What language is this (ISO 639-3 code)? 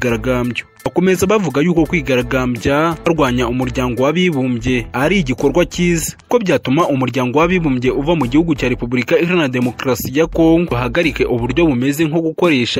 kin